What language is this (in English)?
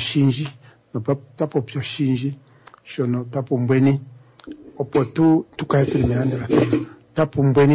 Swahili